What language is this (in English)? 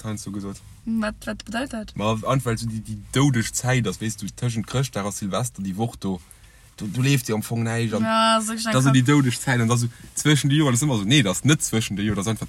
Luxembourgish